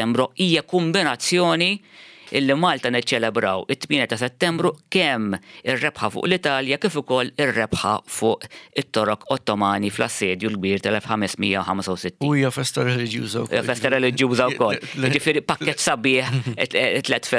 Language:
Maltese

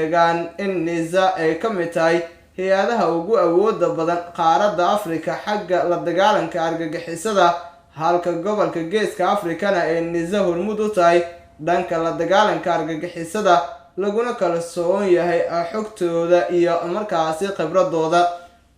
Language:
Somali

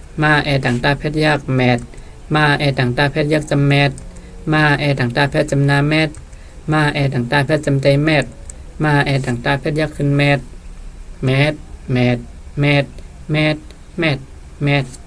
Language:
Shan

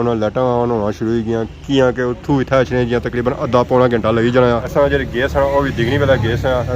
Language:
Pahari-Potwari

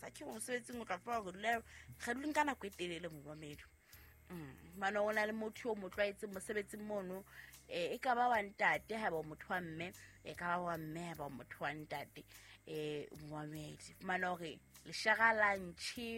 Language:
Southern Sotho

